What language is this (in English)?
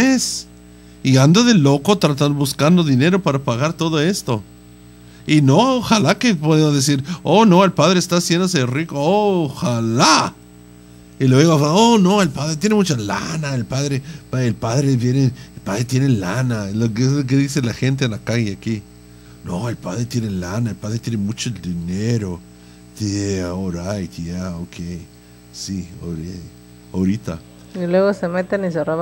Spanish